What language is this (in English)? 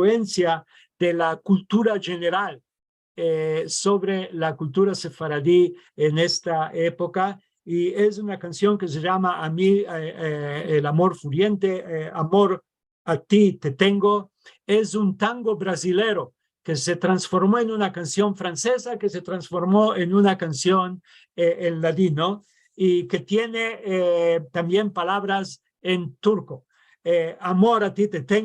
Ladino